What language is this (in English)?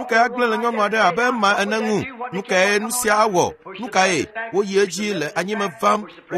Ewe